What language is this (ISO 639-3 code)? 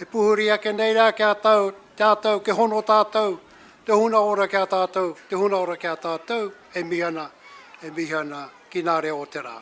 mri